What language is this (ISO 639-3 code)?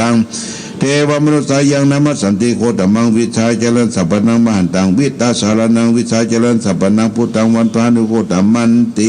pli